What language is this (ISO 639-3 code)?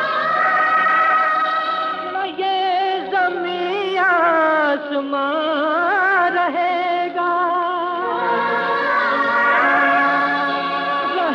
hin